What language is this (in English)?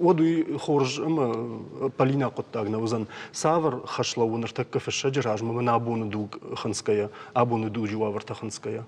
Ossetic